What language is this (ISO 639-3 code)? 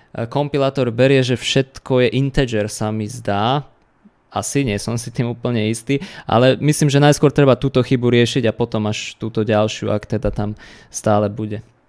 slk